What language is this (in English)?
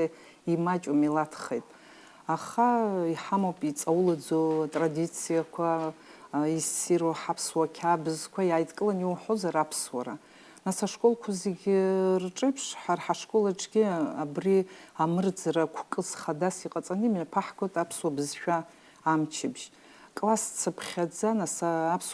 Abkhazian